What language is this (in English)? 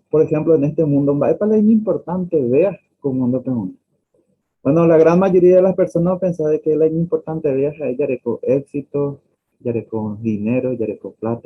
Guarani